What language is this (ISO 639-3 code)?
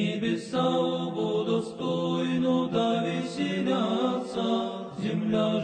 srp